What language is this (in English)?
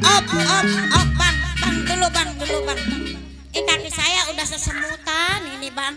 Betawi